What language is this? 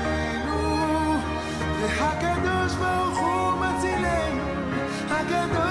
Hebrew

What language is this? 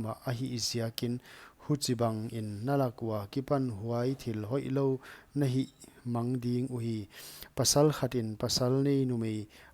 Paite Chin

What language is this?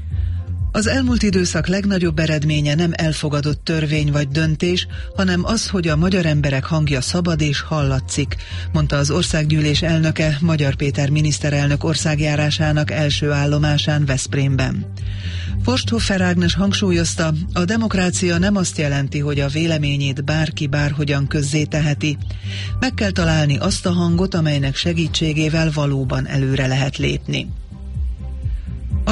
Hungarian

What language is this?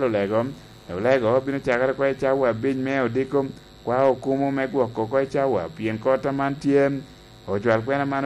Lango (Uganda)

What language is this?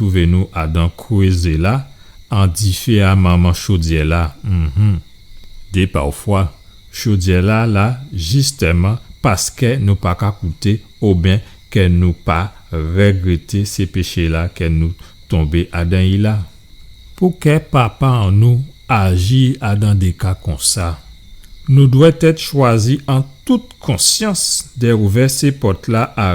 Guadeloupean Creole French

